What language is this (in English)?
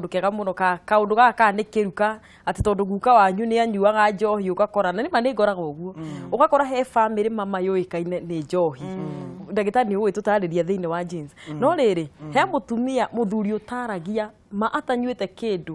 Kikuyu